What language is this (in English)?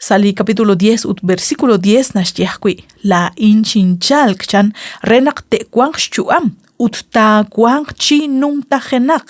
Kekchí